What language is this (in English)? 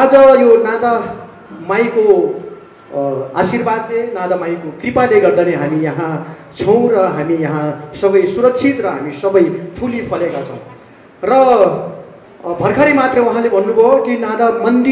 Nepali